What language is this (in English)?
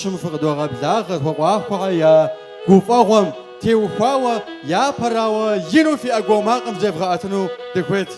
Kabardian